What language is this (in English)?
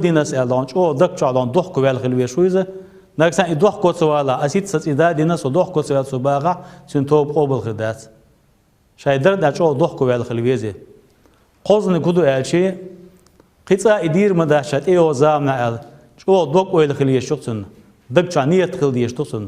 Chechen